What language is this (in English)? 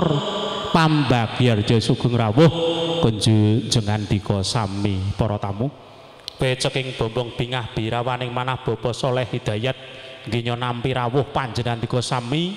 Javanese